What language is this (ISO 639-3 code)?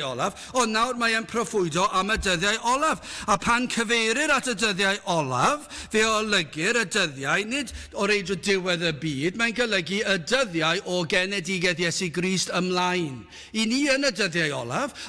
cym